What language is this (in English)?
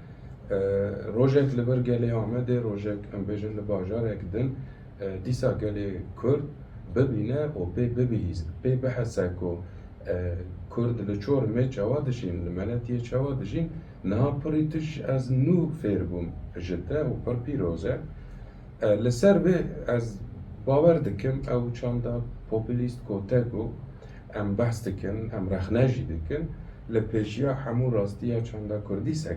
Kurdish